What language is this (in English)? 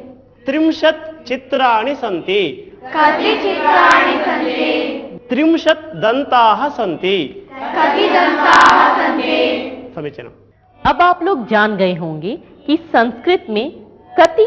Sanskrit